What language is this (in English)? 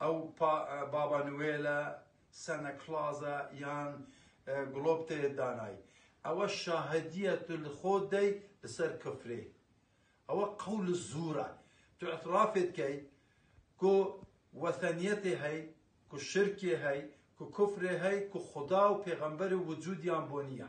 Kurdish